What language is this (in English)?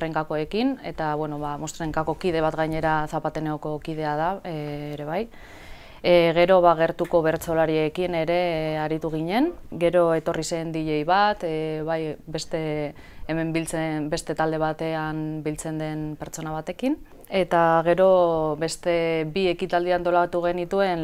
Basque